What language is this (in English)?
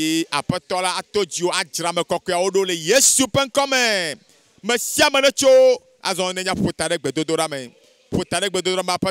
Ewe